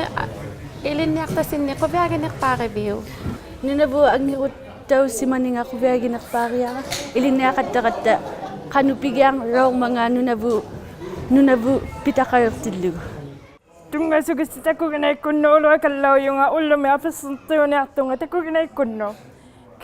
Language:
Inuktitut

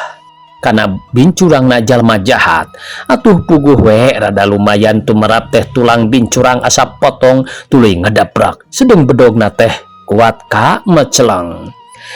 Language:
Sundanese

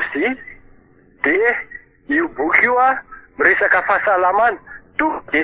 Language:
Malagasy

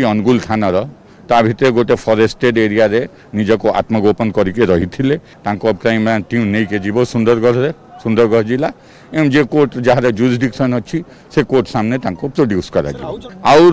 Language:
Odia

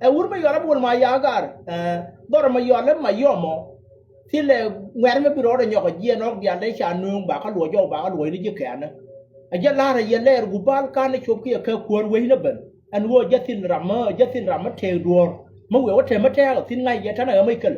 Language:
Nuer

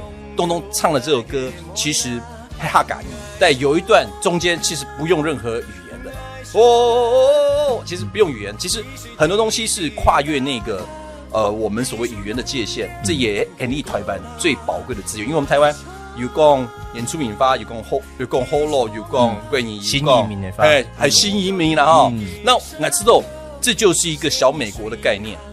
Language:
Chinese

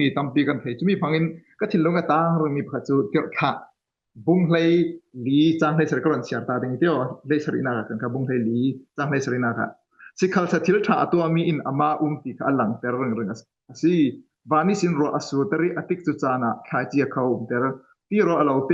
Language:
Falam Chin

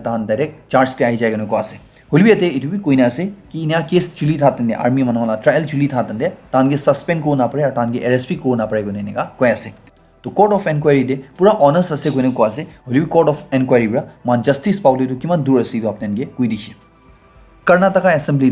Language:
Naga Pidgin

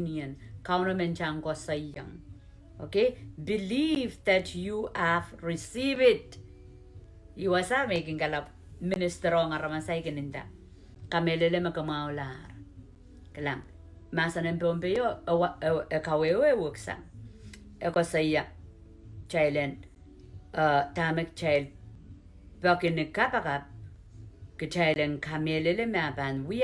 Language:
Pohnpeian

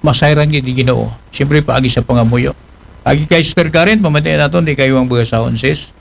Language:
Aklanon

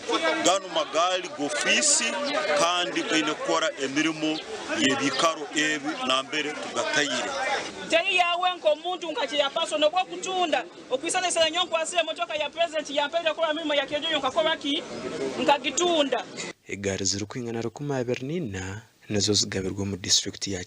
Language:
Nyankole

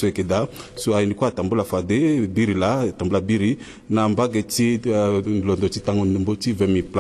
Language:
Sango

